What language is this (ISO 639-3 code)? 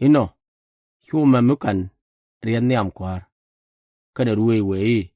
nus